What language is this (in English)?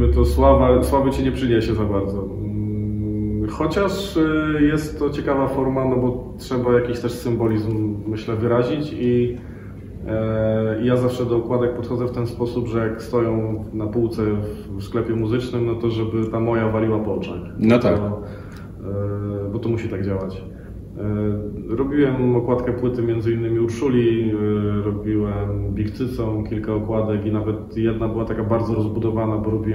Polish